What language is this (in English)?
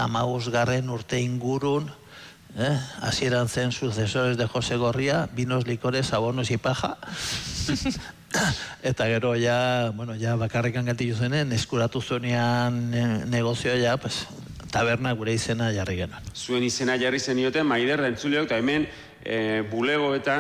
Basque